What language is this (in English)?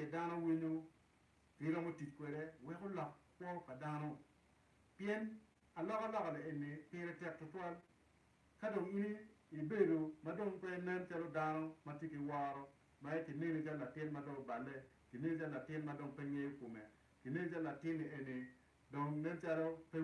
Acoli